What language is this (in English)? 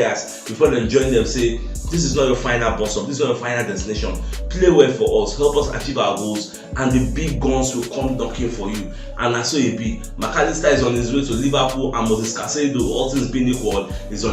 Nigerian Pidgin